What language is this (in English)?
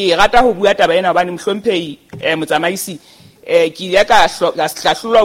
Southern Sotho